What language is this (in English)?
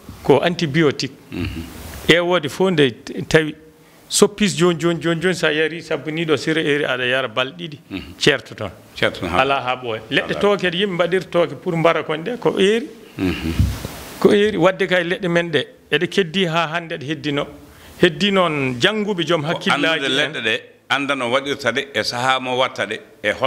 Fula